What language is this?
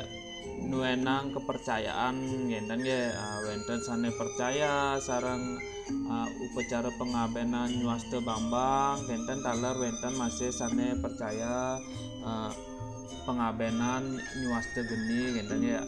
Balinese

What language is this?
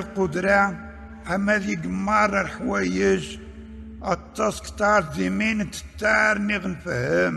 Kabyle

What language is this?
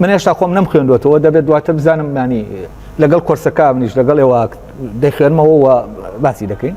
Central Kurdish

